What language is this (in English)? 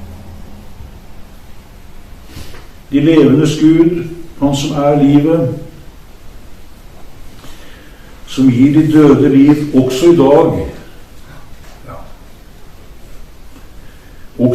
Norwegian